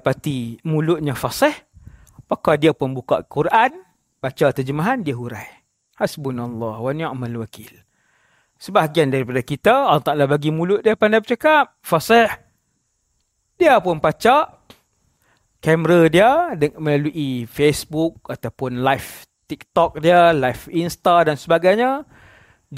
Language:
Malay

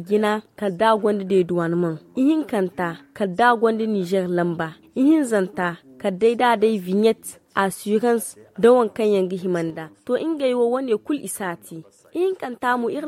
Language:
Zarma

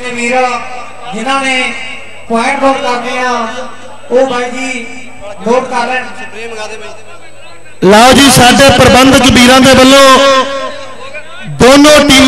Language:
Punjabi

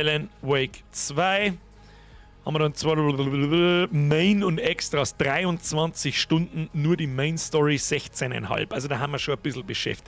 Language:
Bavarian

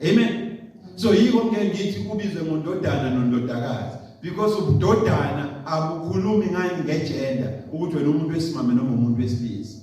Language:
Zulu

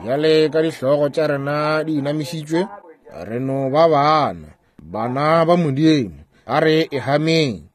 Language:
Northern Sotho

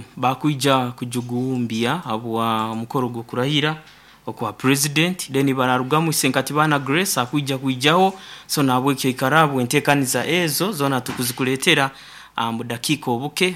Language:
Nyankole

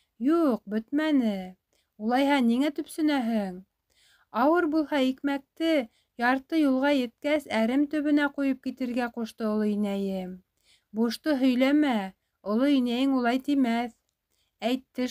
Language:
Bashkir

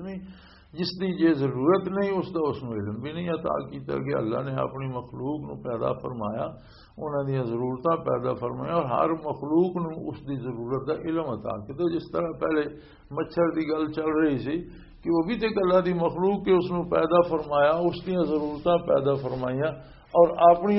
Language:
Western Panjabi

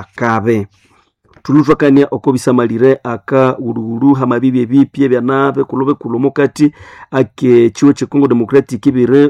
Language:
Nande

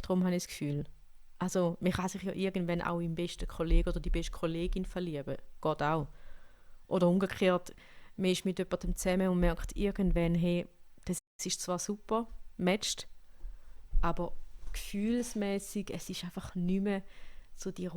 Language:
Swiss German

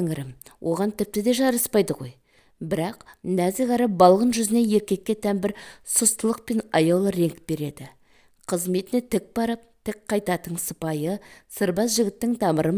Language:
Kazakh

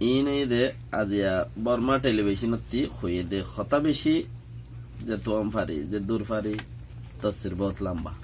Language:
Rohingya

